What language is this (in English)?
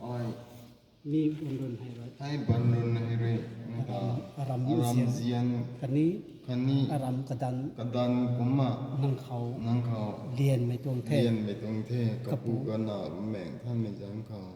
Rongmei Naga